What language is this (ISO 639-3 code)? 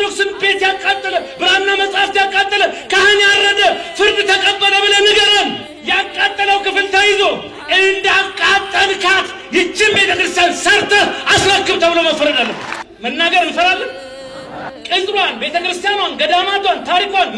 amh